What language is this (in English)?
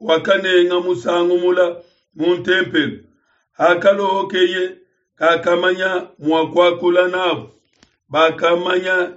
Luba-Lulua